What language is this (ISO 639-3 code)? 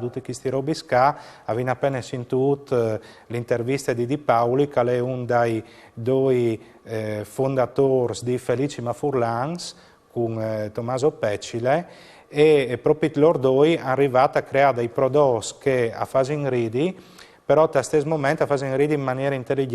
fur